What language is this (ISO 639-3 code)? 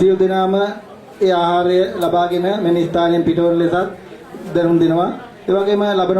sin